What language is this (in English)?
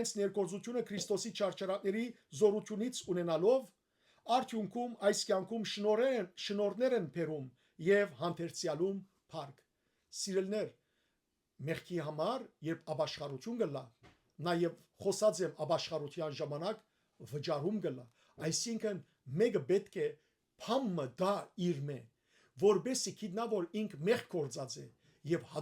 Western Armenian